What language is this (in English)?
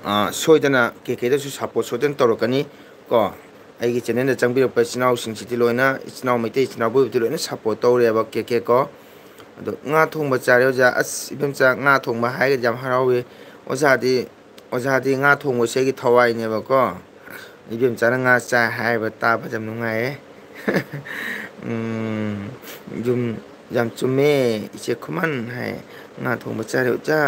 Manipuri